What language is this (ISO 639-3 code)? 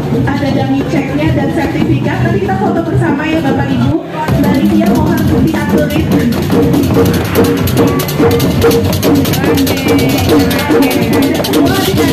ind